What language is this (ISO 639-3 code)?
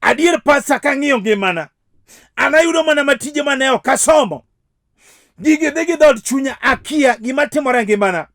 luo